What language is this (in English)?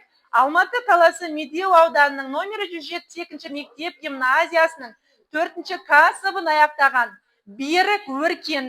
Kazakh